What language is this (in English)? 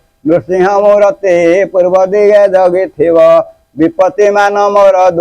Odia